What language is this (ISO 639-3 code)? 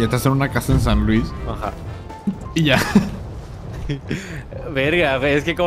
spa